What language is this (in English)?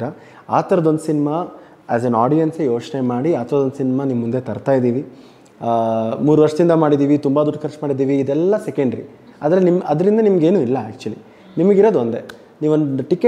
Kannada